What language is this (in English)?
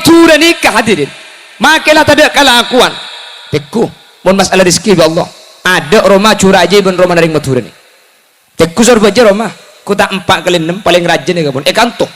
Madurese